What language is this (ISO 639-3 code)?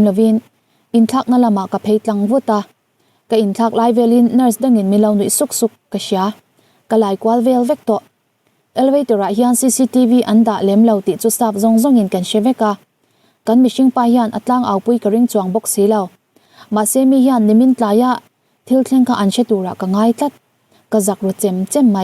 lus